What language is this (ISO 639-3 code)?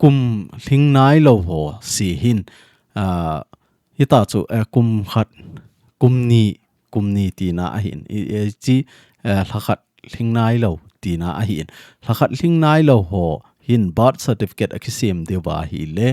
tcz